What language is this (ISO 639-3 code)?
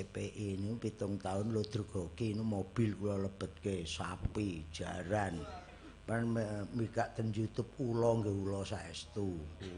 jav